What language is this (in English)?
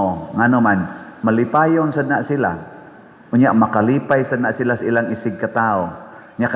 Cebuano